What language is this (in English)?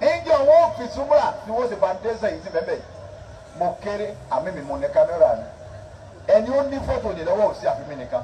Yoruba